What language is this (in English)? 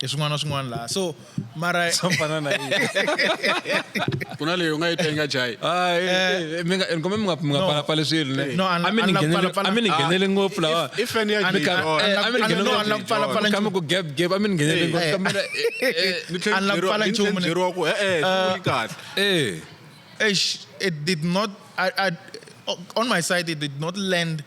Tsonga